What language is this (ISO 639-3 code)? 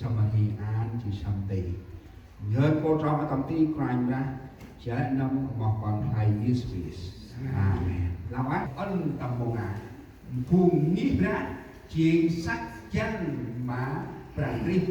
cmo